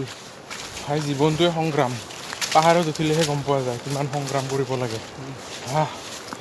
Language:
Assamese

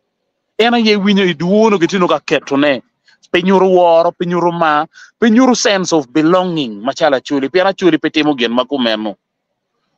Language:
Acoli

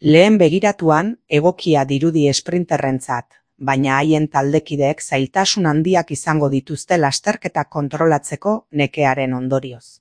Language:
Basque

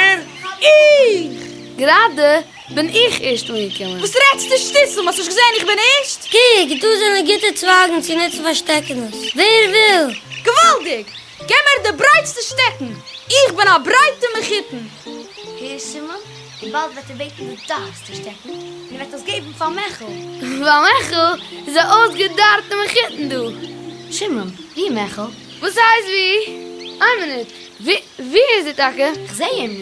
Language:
Yiddish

